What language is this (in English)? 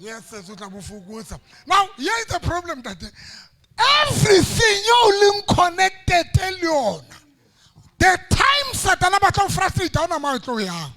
Southern Sotho